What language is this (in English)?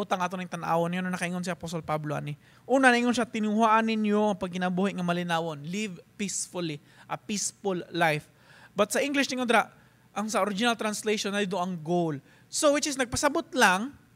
Cebuano